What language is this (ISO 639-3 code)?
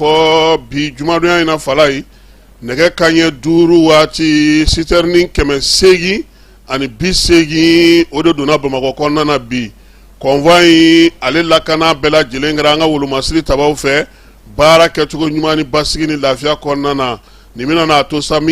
bam